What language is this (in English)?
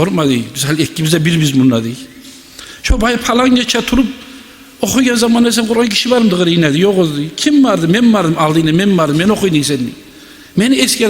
Kumyk